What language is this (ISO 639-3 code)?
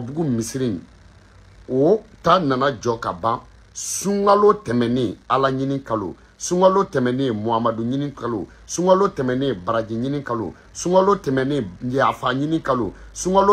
bam